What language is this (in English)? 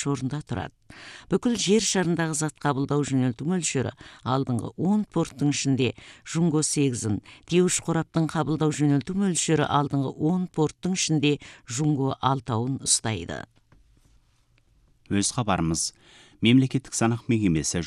Kazakh